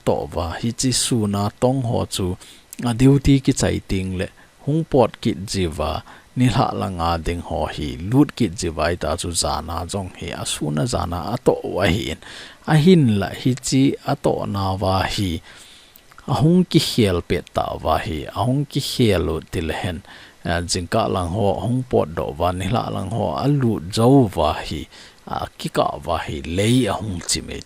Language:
Thado Chin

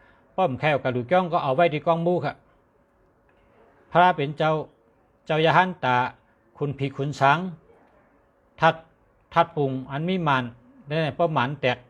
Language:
Shan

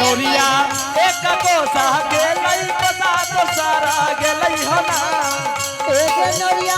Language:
Angika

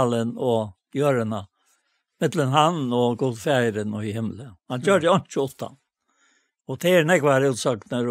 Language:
Faroese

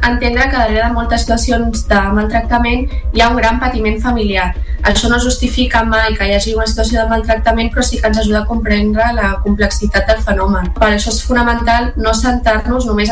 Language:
Catalan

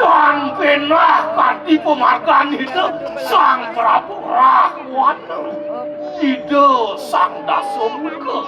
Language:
Balinese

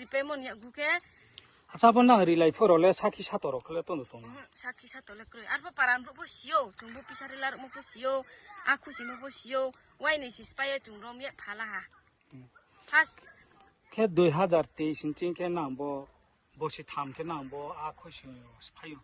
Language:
Riang (India)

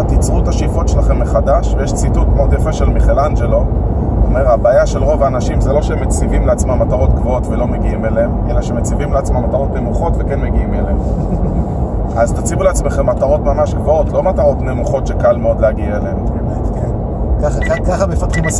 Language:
Hebrew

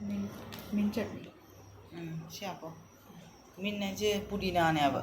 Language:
Manipuri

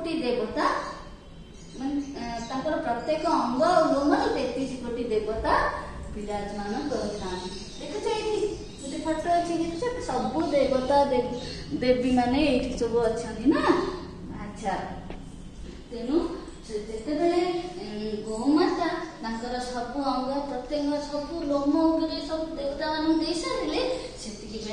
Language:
Odia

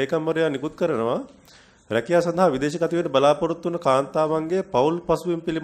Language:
Sinhala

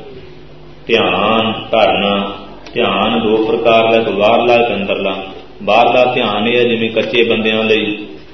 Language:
Punjabi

